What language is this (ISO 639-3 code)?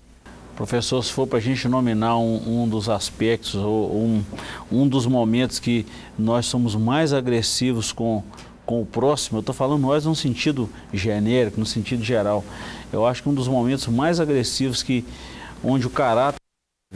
por